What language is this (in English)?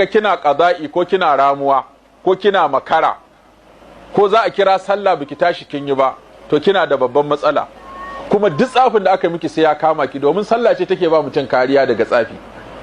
Hausa